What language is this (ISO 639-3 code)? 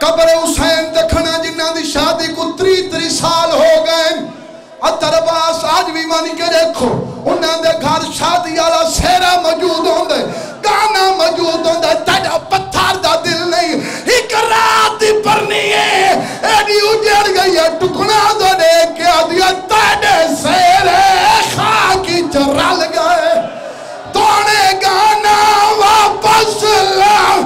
skr